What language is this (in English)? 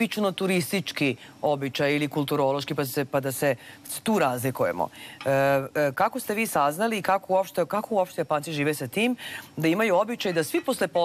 Serbian